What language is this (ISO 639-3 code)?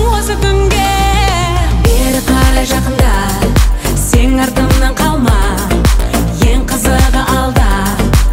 kaz